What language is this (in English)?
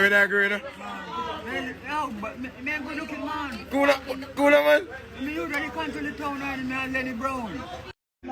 Jamaican Creole English